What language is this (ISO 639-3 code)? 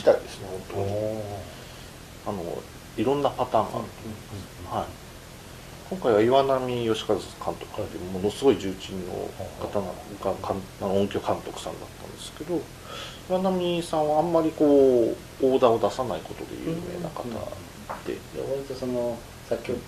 jpn